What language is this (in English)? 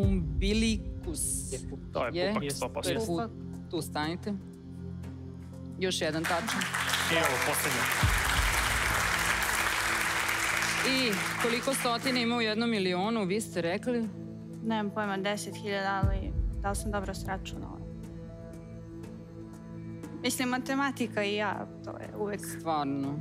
Serbian